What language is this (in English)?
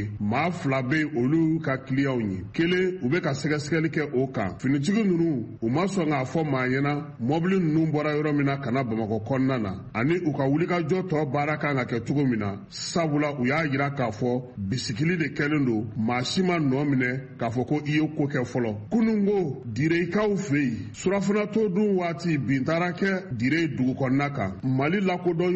Bambara